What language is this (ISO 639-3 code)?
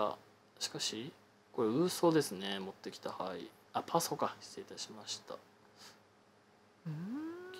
jpn